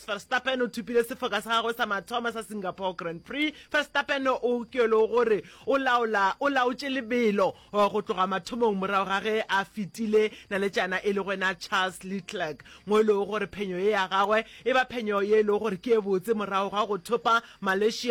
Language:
Northern Sotho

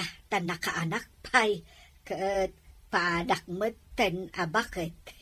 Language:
Iloko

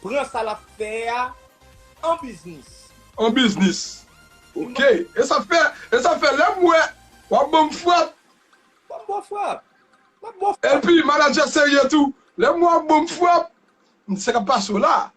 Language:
Haitian Creole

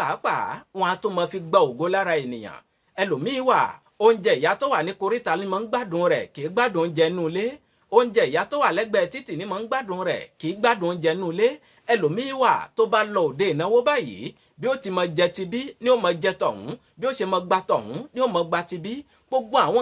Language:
Yoruba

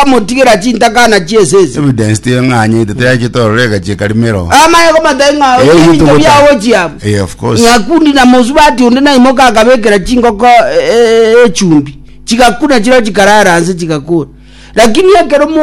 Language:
Gusii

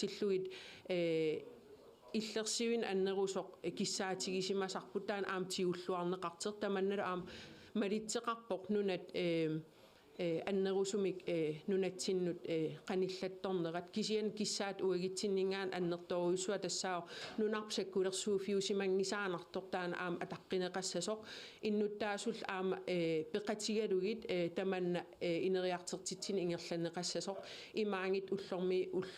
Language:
Kalaallisut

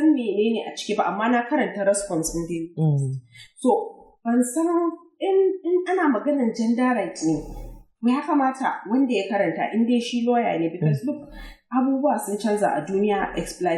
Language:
Hausa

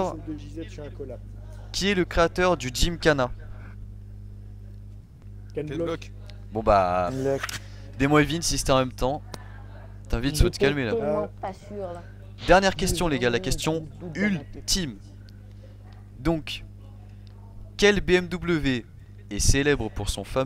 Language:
French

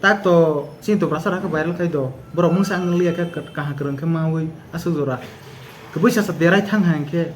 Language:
Kok Borok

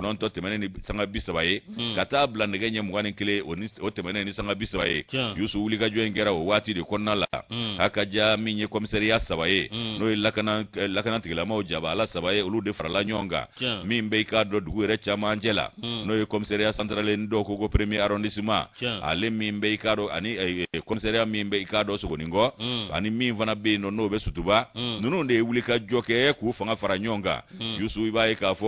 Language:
Bambara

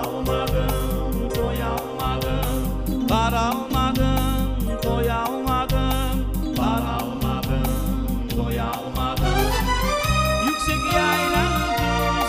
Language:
Crimean Tatar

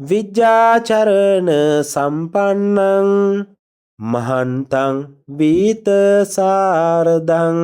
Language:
Sinhala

